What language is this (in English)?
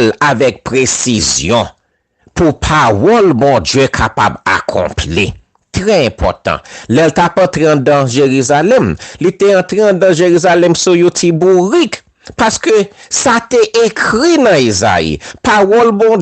Haitian Creole